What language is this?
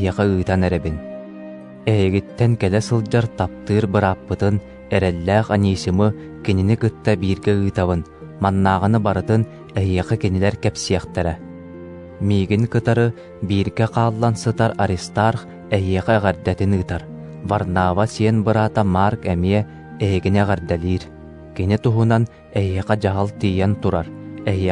Yakut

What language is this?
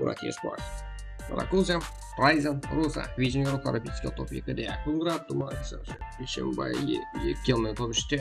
Kara-Kalpak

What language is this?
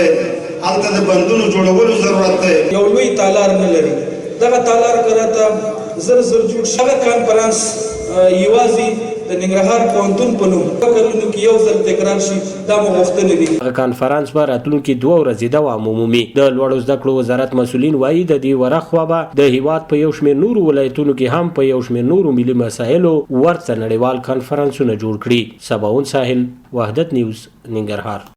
Pashto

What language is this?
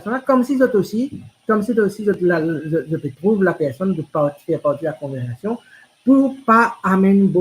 Morisyen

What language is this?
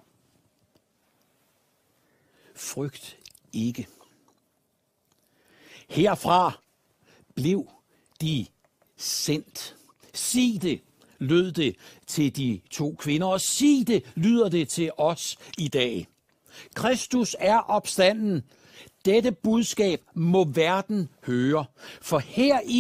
Danish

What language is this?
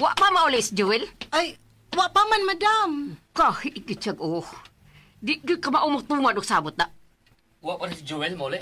Cebuano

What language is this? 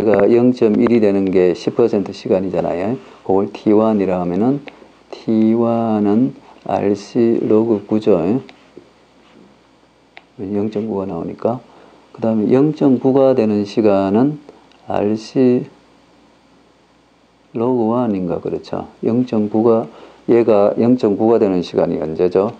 Korean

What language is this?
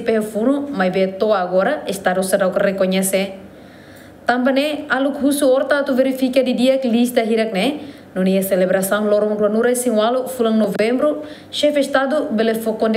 Tetum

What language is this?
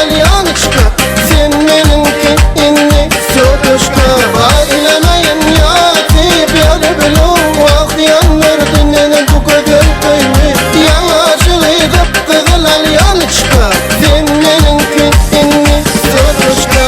Turkmen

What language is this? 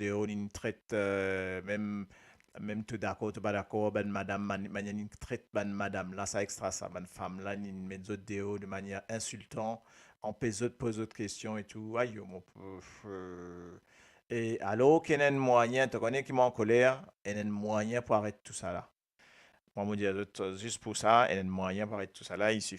Morisyen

